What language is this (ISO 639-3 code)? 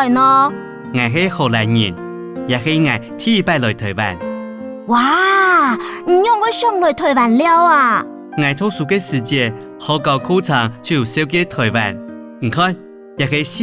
hak